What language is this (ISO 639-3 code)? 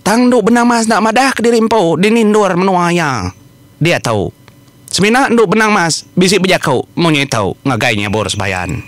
iba